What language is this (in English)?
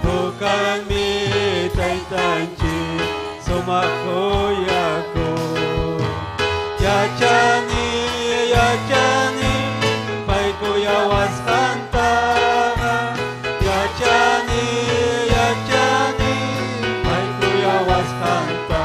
Ayacucho Quechua